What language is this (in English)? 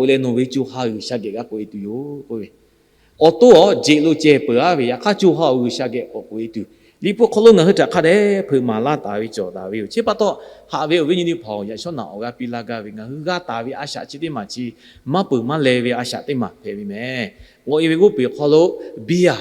Lahu